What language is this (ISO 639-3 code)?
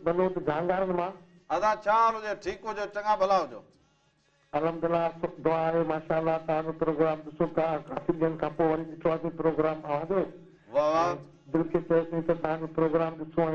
snd